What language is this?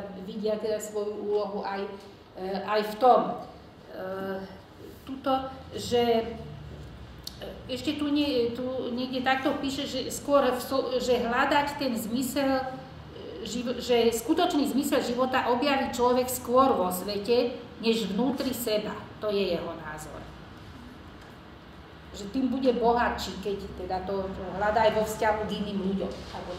Slovak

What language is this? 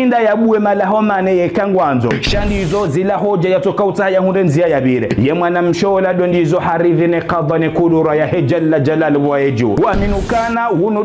Ngazidja Comorian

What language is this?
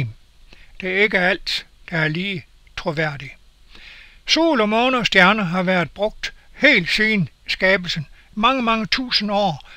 Danish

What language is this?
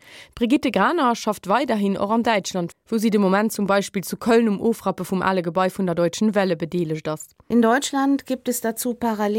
Luxembourgish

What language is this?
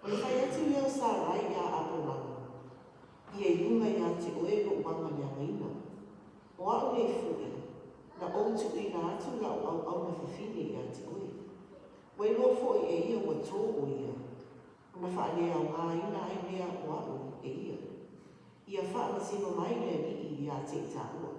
Samoan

